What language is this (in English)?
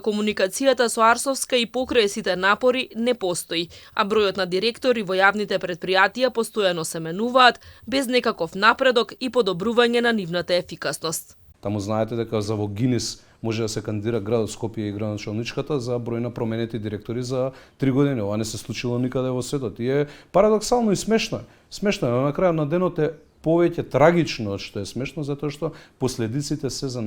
Macedonian